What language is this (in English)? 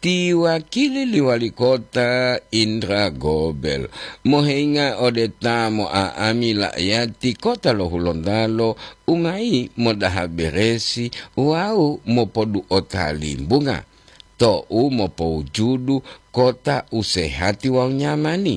Gorontalo